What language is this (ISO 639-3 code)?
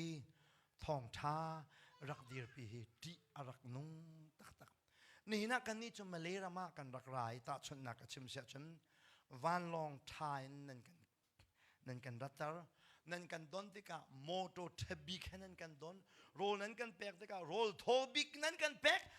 cnh